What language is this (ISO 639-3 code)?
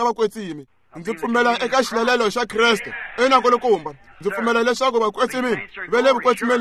tso